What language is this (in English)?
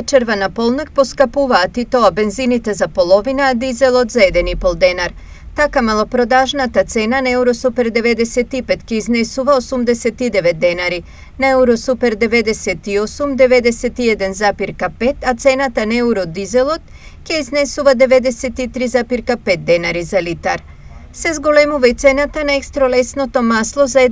Macedonian